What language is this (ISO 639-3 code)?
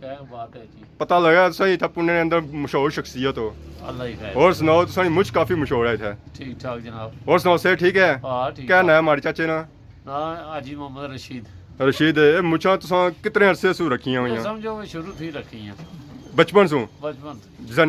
phr